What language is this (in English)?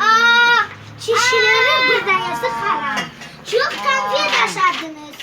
Crimean Tatar